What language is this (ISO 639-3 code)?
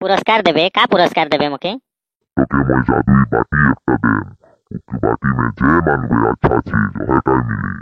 sck